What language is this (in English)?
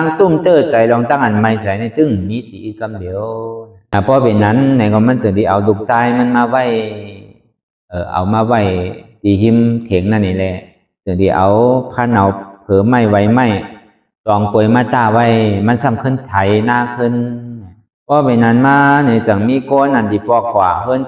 Shan